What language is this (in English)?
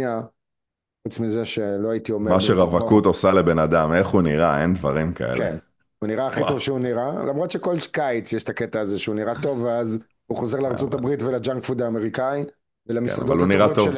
Hebrew